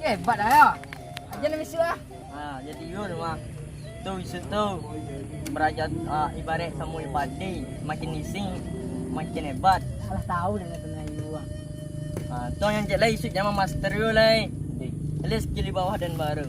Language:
Minangkabau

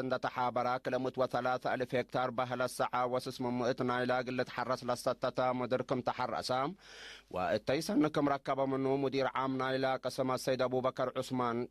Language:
Tigre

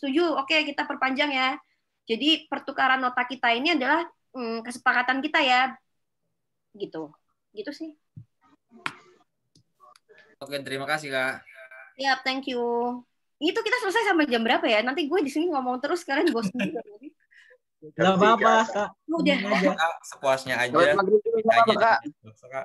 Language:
Indonesian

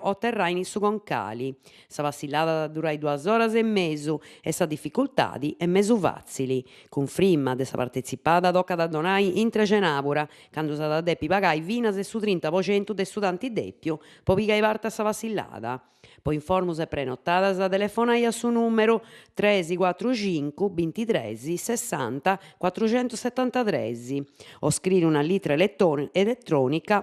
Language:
Sardinian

